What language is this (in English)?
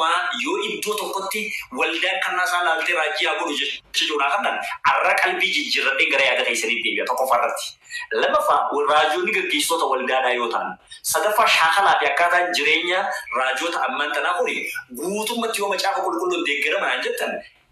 Oromo